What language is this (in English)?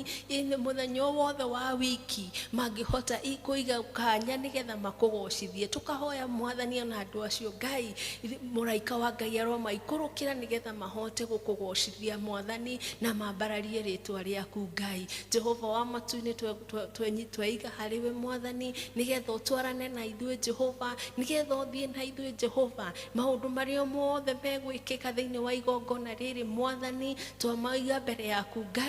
Kikuyu